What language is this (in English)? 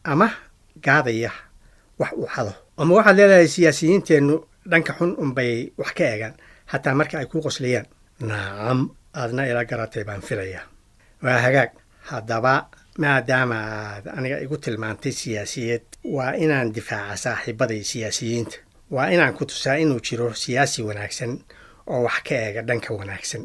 Somali